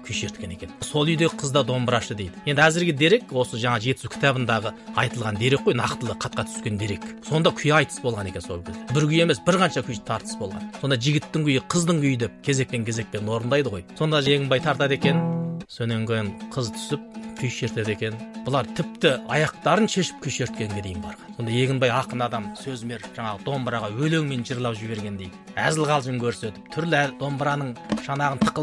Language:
Kazakh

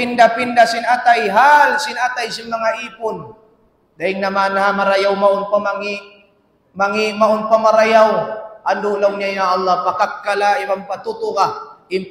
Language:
Tausug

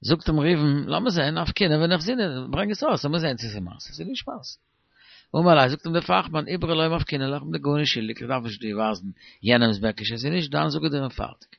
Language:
Yiddish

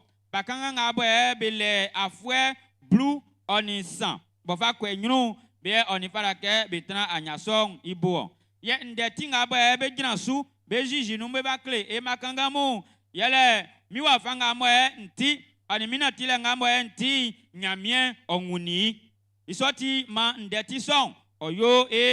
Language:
Baoulé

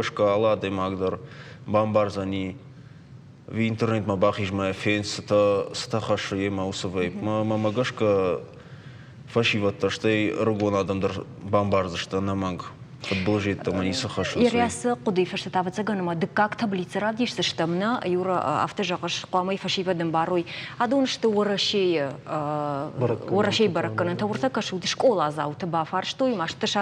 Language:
Ossetic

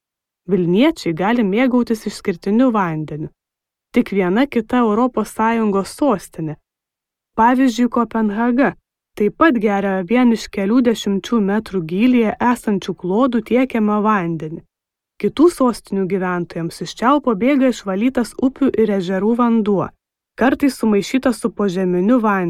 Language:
Lithuanian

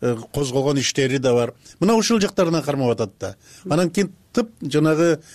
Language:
Kyrgyz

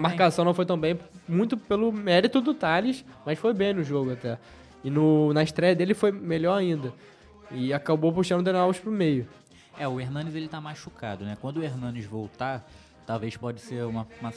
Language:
Portuguese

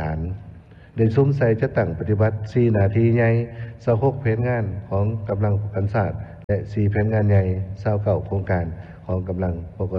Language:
Lao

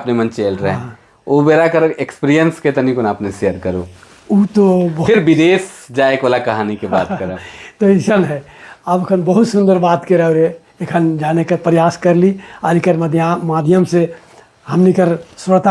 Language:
Sadri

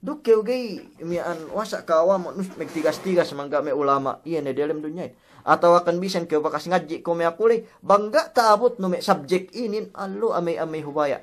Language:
Yakan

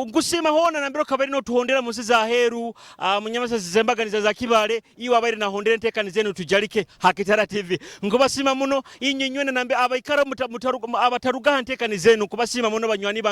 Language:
Nyoro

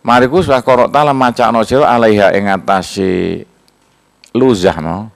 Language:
Javanese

